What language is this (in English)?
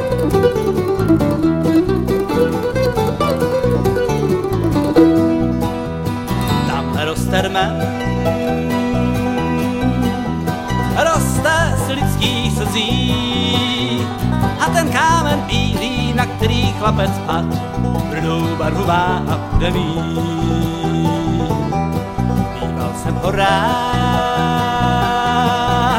Czech